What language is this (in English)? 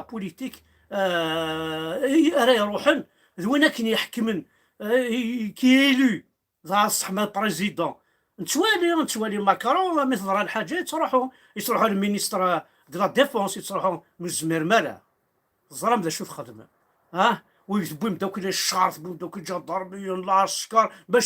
Kabyle